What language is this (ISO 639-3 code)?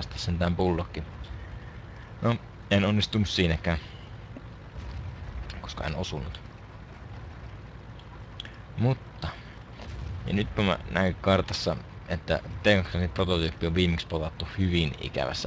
fin